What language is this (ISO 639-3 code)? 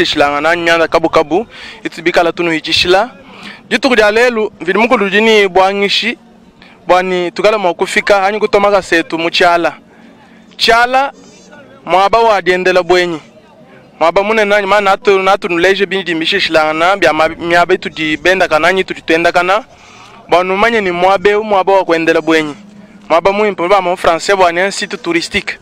lua